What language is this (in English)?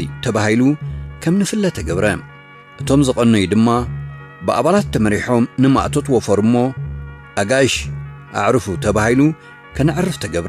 Tigrinya